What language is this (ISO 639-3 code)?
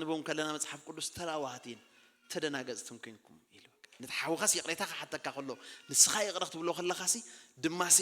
tir